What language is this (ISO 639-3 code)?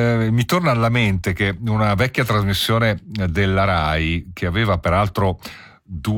ita